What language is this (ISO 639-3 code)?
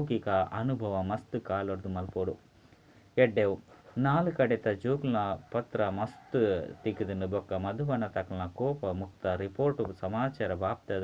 tcy